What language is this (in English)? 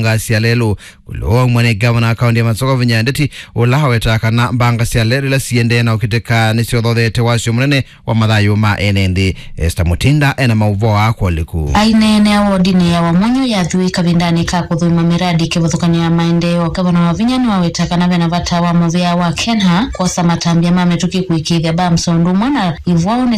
Kamba